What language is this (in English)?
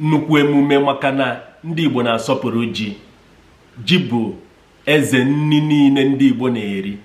Igbo